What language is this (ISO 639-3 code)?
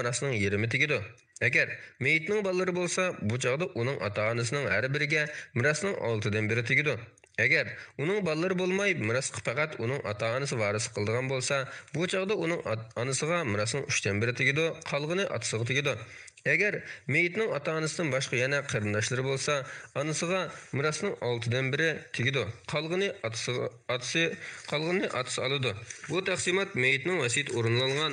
uig